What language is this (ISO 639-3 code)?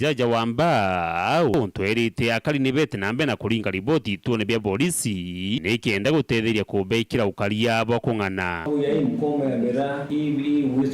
mer